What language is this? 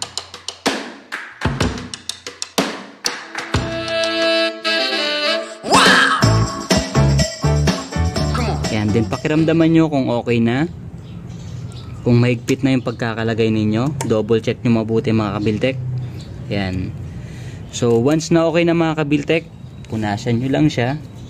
Filipino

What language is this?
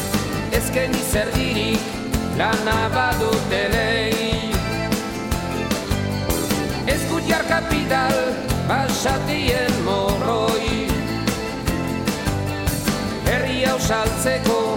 Basque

